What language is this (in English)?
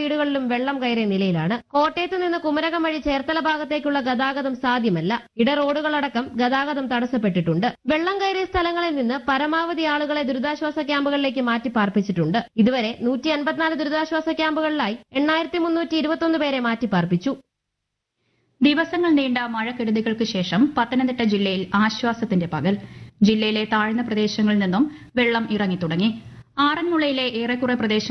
Malayalam